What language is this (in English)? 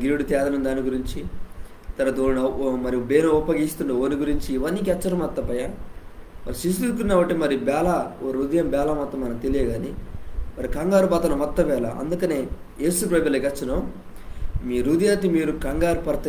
Koya